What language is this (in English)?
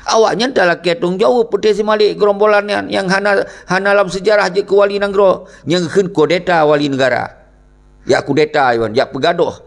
Achinese